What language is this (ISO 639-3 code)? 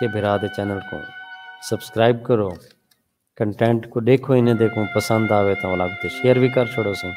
skr